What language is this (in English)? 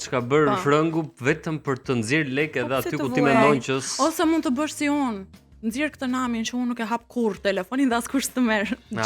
Albanian